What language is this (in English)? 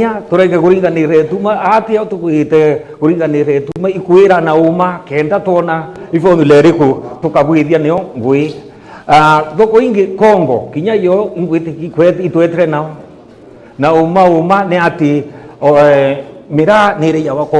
Meru